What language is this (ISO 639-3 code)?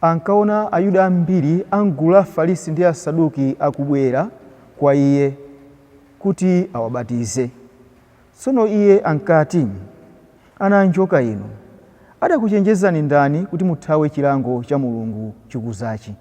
nya